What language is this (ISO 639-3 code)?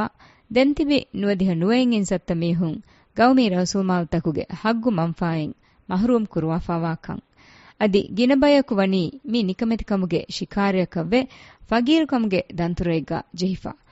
div